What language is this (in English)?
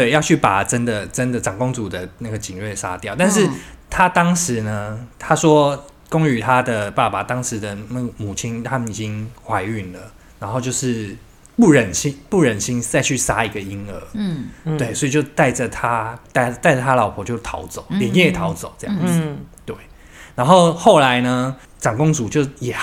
Chinese